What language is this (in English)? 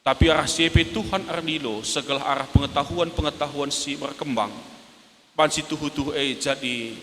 Batak Karo